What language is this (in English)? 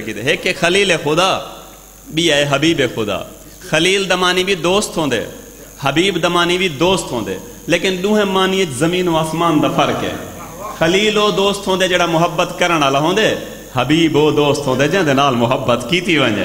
Saraiki